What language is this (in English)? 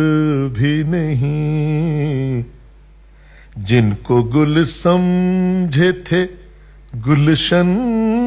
Urdu